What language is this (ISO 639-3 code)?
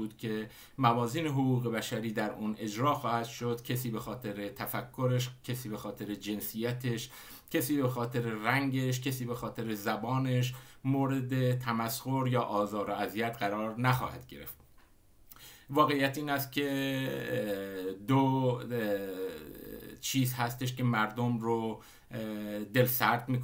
fas